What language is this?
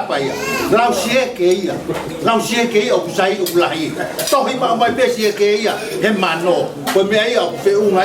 Tongan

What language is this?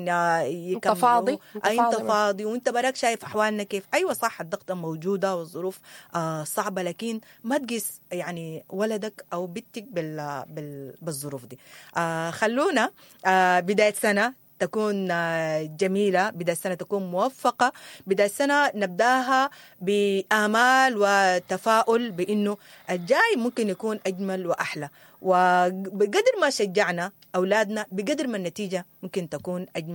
Sudanese Arabic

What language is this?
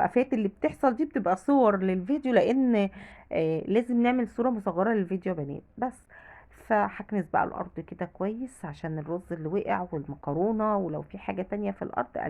Egyptian Arabic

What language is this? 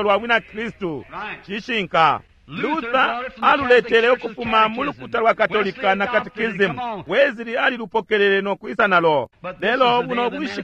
Bemba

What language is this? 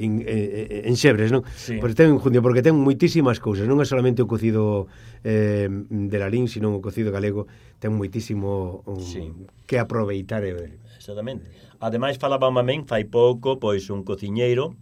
Galician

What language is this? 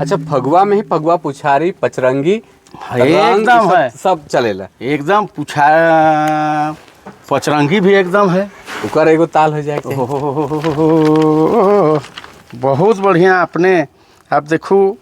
Sadri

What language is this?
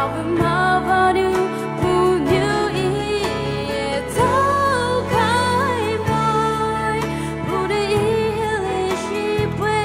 Poumei Naga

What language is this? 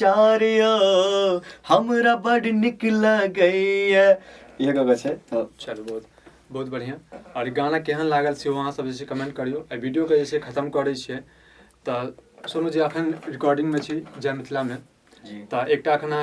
Maithili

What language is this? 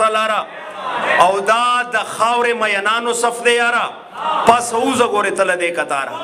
Pashto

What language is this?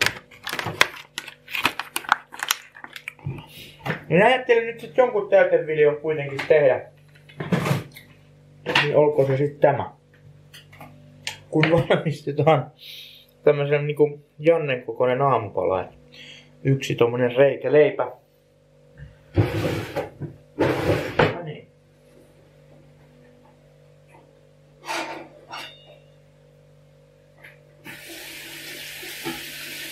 Finnish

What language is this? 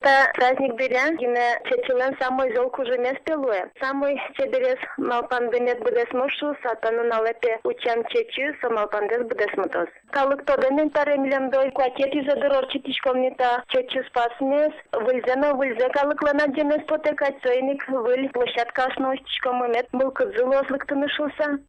Udmurt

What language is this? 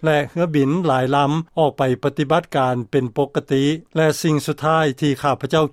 Lao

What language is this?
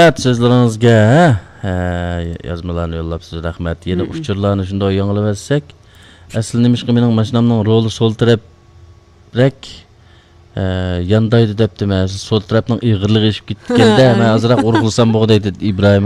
Uyghur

